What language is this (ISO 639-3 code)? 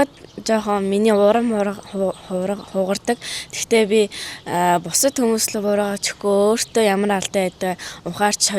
mon